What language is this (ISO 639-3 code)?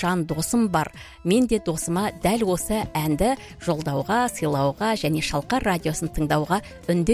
kaz